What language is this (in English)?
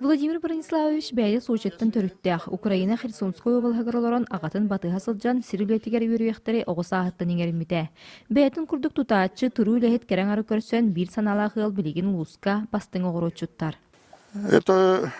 Yakut